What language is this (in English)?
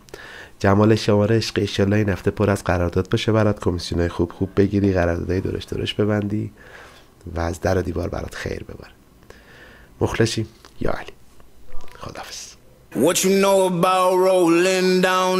Persian